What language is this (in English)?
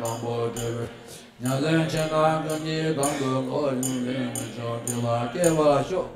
Tibetan